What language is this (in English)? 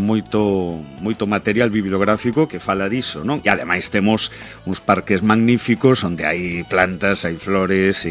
Galician